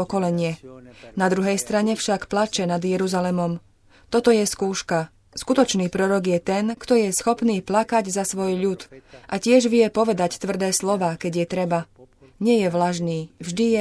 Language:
Slovak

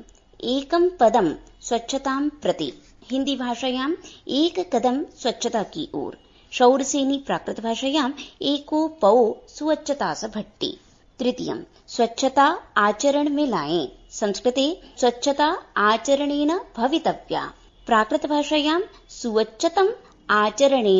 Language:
Sanskrit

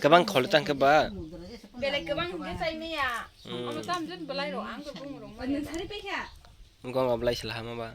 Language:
Kok Borok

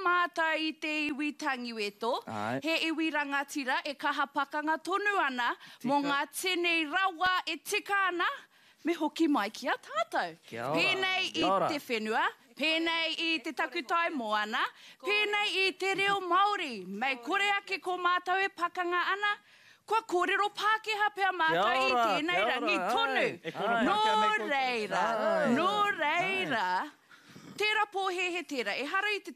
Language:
Māori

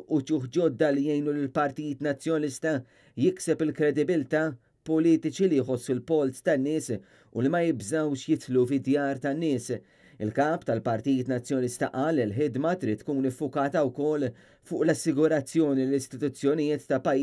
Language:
Maltese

